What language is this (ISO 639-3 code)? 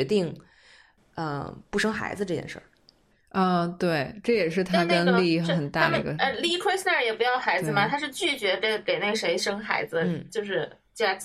zho